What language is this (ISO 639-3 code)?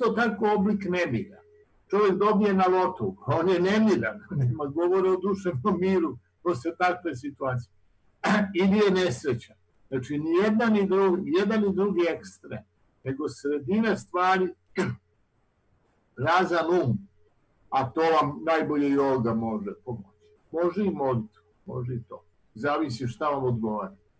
srp